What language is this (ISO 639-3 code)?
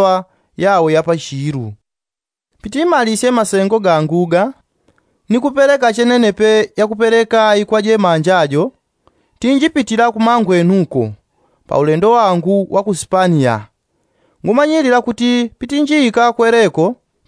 yao